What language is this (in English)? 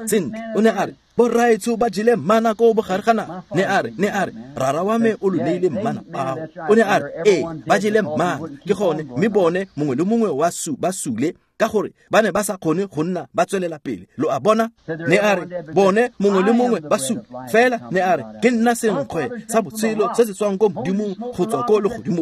Tswana